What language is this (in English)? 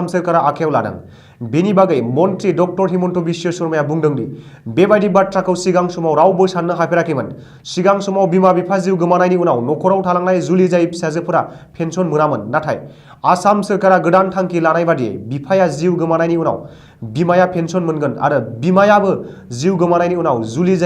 Bodo